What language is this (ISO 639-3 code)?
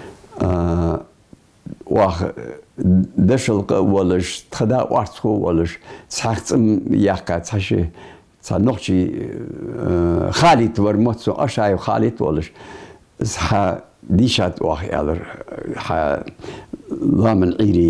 inh